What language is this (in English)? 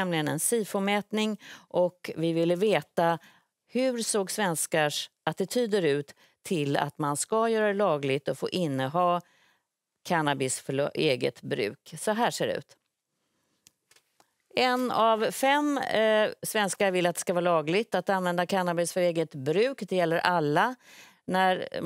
Swedish